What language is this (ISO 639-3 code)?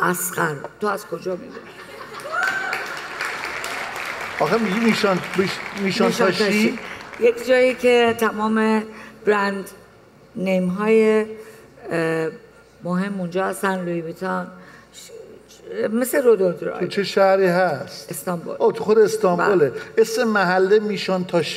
fas